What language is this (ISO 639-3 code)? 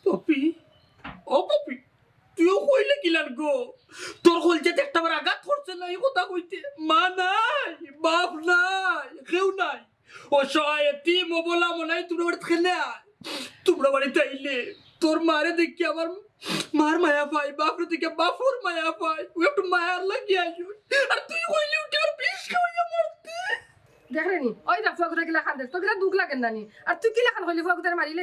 syl